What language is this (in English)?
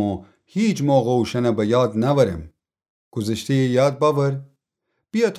Gilaki